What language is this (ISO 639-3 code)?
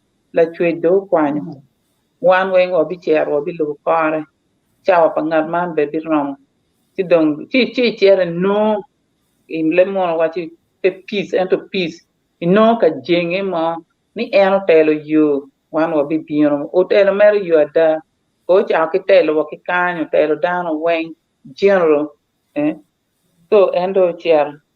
ach